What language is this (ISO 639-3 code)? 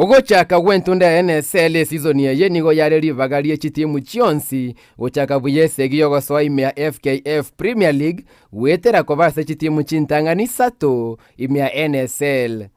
guz